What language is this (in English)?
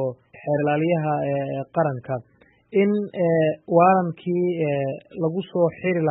Somali